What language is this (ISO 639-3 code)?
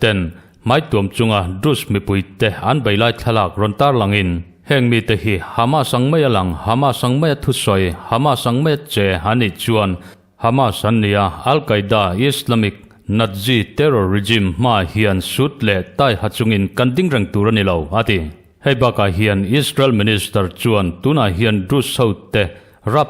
lus